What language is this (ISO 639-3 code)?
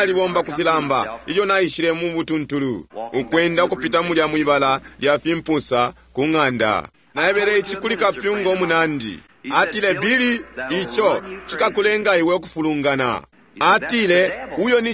bem